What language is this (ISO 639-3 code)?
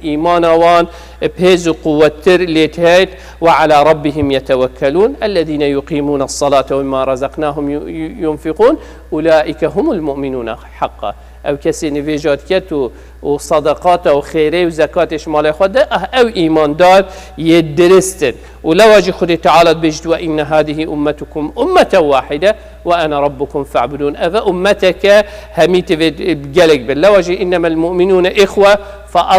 kur